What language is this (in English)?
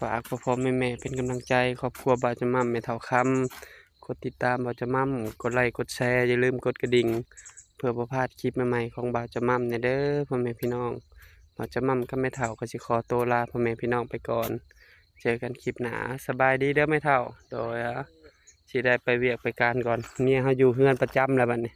Northeastern Thai